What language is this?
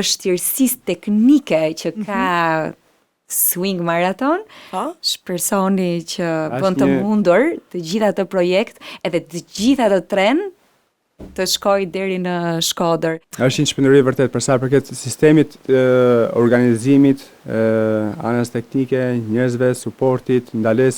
Albanian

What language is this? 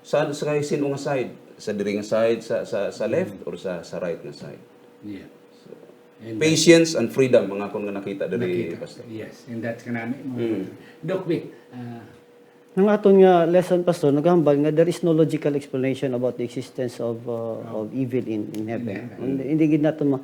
Hiligaynon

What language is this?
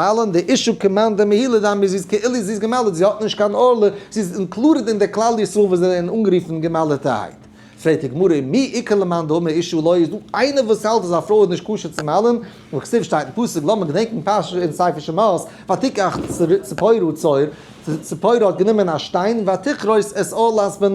Yiddish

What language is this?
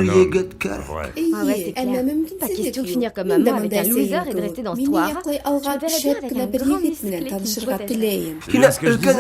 Bashkir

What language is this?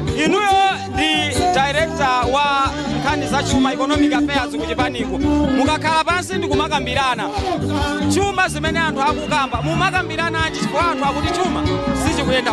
Nyanja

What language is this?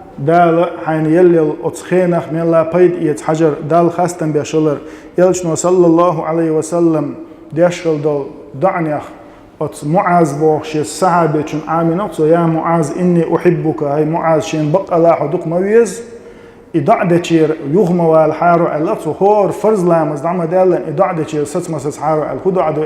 Chechen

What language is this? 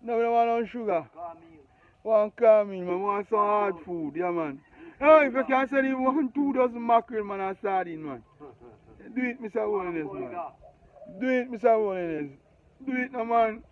Jamaican Creole English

